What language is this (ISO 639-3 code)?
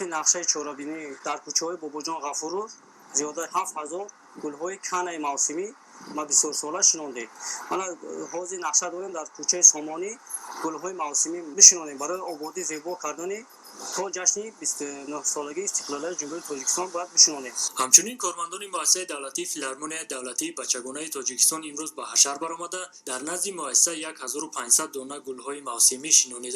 tgk